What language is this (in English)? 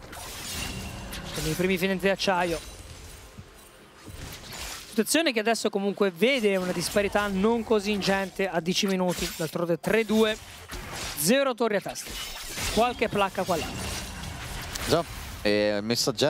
Italian